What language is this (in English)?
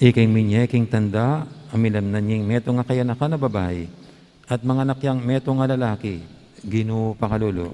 Pampanga